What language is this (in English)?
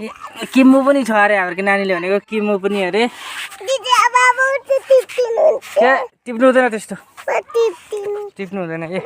Nepali